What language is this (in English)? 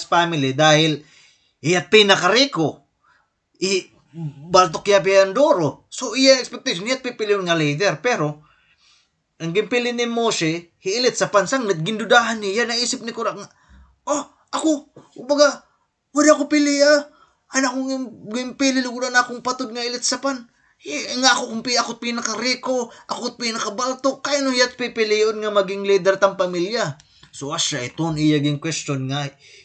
Waray